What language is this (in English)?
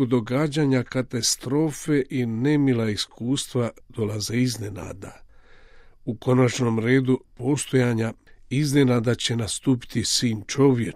Croatian